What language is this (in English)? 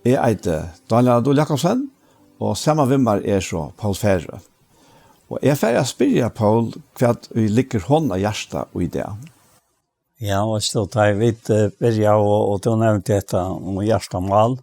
Faroese